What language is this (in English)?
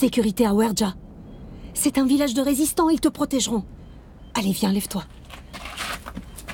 French